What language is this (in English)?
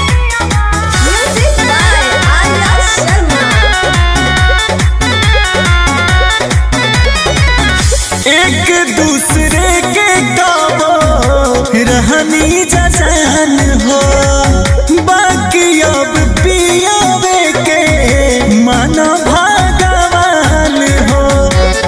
Bhojpuri